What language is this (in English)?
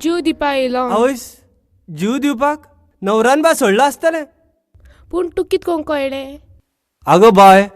Konkani